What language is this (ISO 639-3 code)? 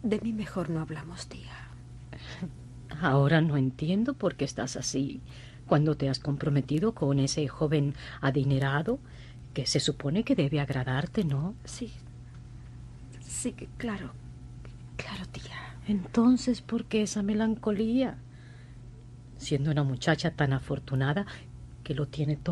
spa